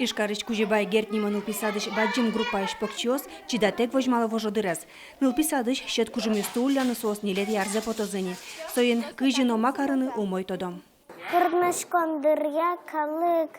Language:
Udmurt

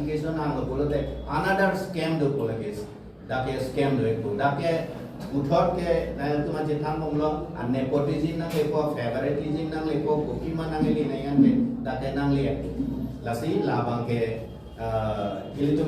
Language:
Karbi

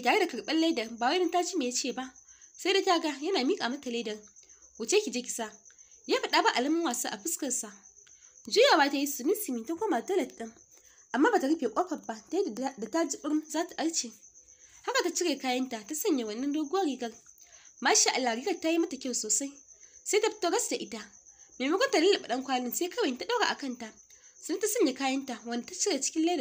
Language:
Hausa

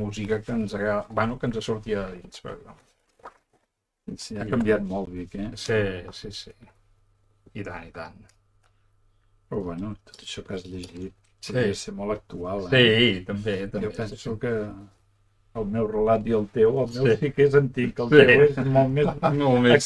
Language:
Catalan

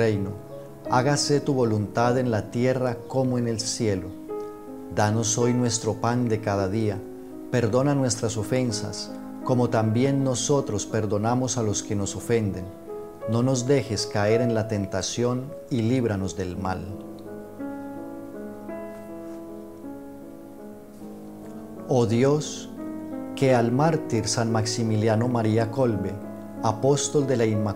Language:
Spanish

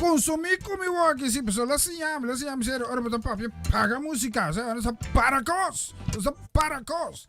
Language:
Papiamento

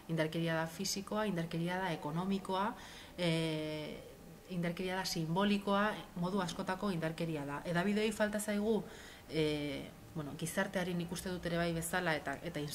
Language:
Basque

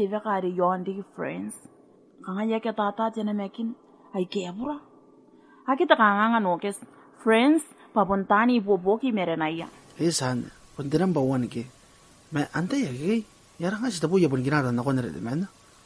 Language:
Gilbertese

